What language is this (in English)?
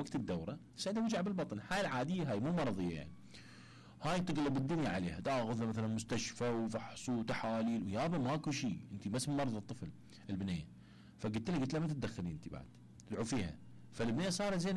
Mesopotamian Arabic